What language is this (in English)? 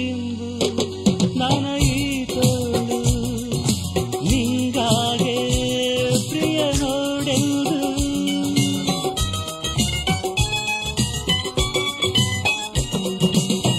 Kannada